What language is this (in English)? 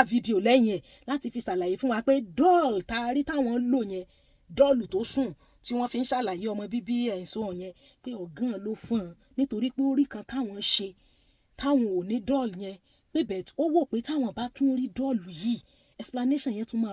Yoruba